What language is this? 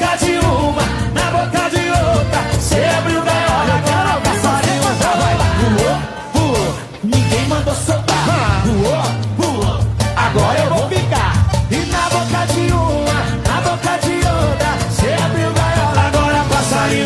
Portuguese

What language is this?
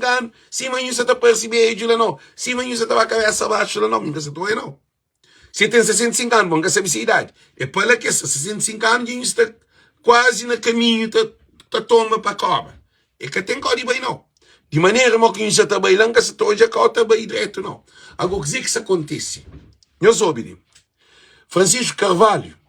Kabuverdianu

